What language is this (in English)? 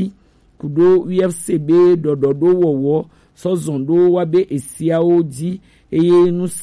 Gen